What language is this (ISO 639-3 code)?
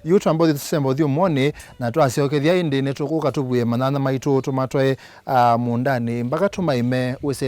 kam